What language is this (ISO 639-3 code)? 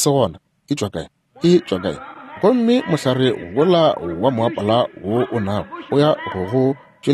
nso